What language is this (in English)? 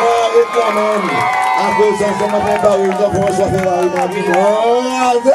Seselwa Creole French